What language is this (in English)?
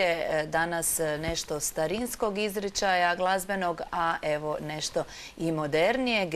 Croatian